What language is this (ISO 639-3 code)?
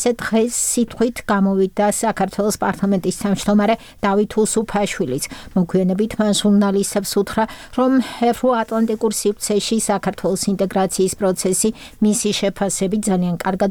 kat